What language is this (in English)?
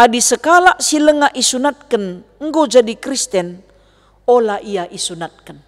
Batak Karo